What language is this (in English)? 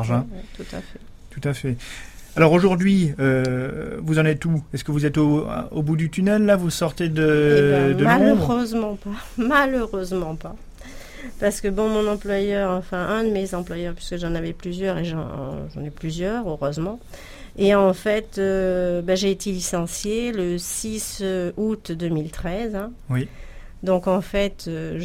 French